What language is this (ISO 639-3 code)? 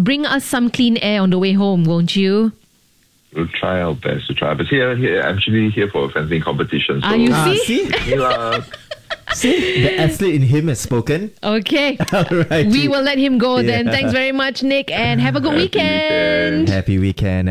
eng